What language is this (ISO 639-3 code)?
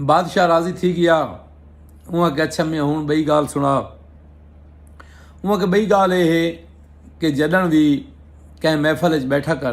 skr